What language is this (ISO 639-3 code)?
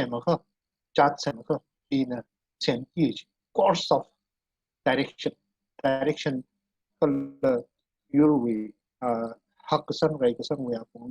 nmf